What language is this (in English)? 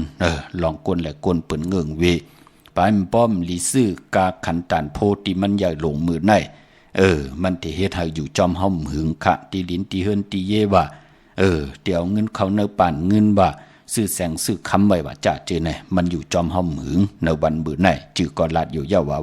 Shan